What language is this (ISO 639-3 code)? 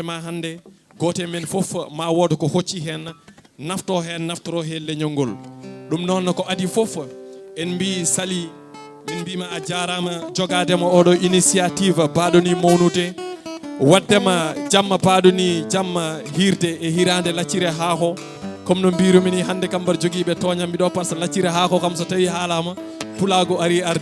ful